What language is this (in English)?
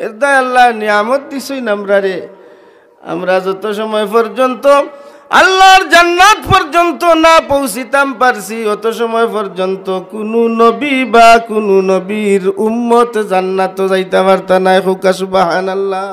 Sylheti